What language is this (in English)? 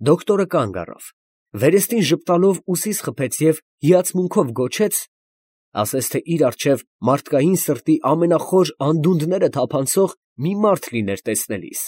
Armenian